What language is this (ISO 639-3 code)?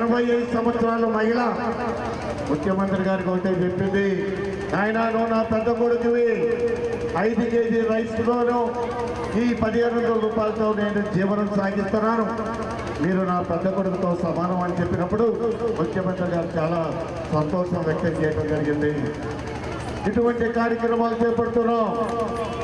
tel